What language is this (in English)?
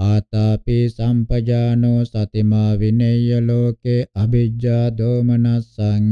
Pali